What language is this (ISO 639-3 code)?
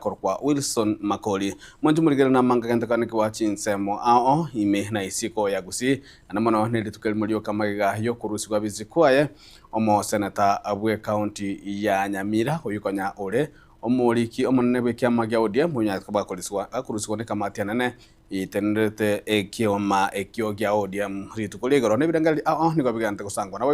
guz